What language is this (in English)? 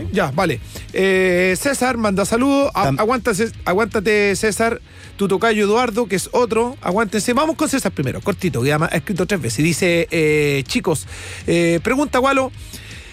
Spanish